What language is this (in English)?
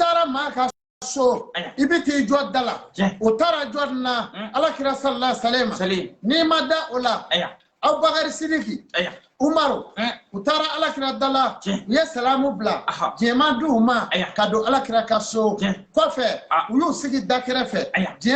Bambara